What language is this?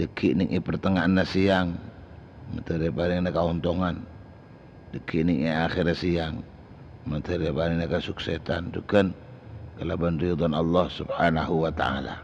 Madurese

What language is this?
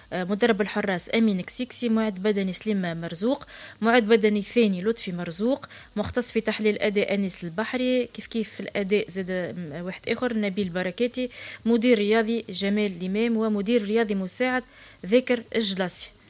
Tunisian Arabic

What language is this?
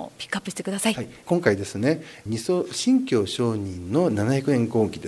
Japanese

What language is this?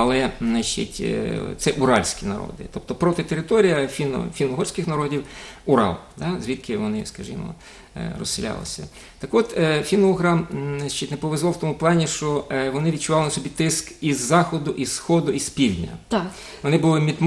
Ukrainian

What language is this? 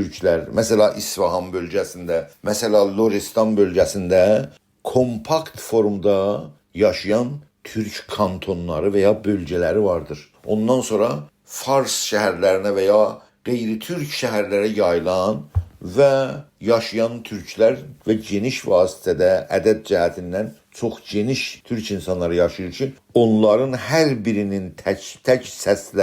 South Azerbaijani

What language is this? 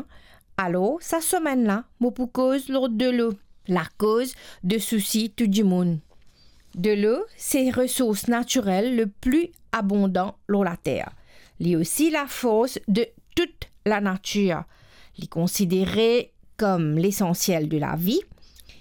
Morisyen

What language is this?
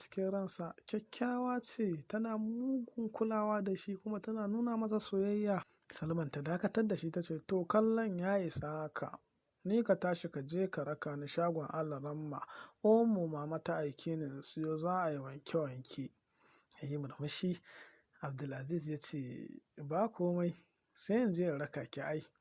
Hausa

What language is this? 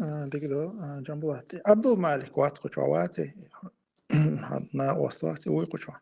Chechen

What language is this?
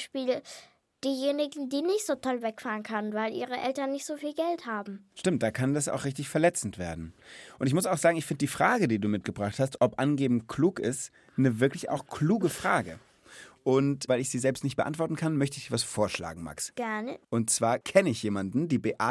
German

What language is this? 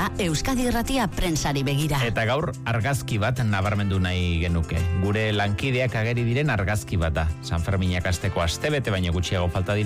Basque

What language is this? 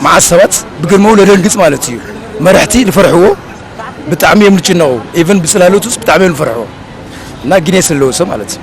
Tigrinya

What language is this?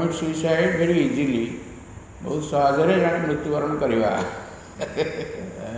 Odia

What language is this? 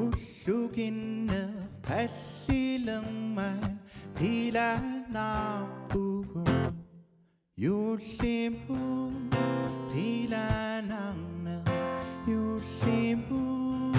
Kalaallisut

